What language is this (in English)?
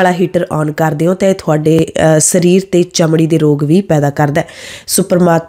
Punjabi